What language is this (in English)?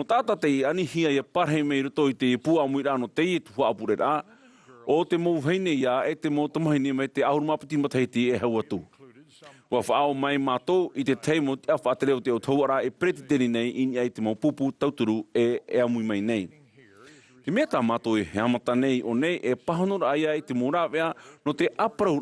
Tahitian